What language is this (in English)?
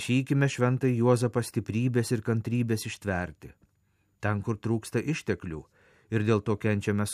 Lithuanian